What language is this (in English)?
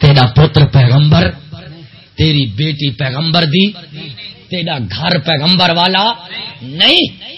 Saraiki